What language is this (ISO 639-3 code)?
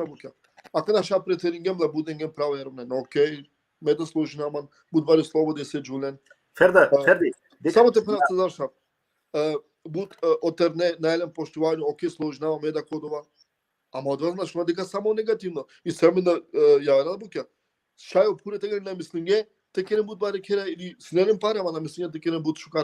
rmn